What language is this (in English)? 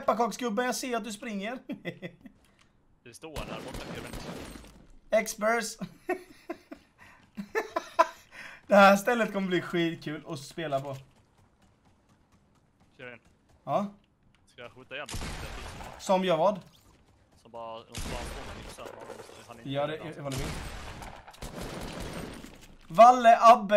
Swedish